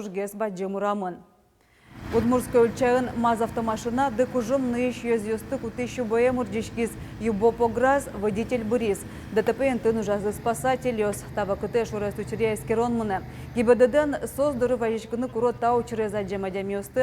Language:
Udmurt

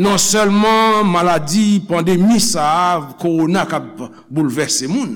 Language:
Haitian Creole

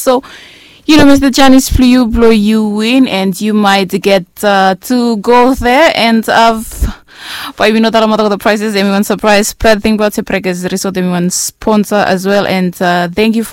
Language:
Bislama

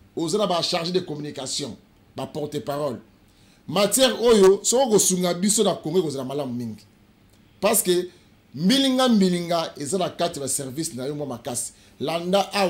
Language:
Lingala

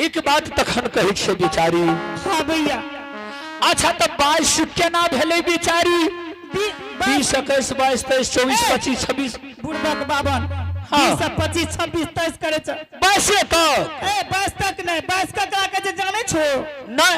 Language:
Angika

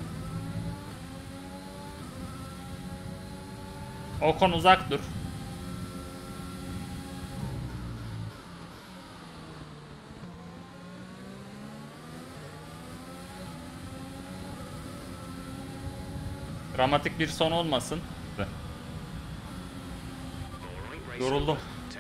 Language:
Turkish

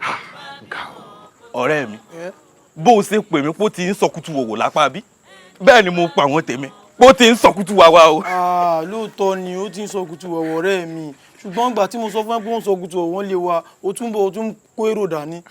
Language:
Yoruba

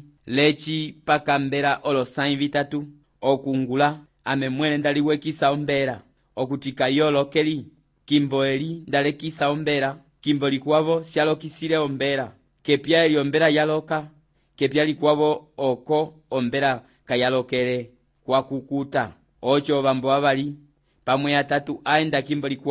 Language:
Umbundu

